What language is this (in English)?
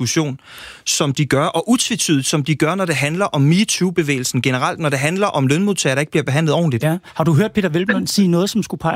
Danish